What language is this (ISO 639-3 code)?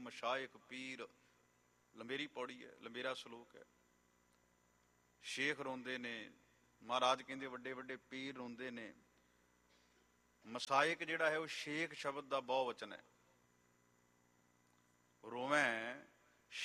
pan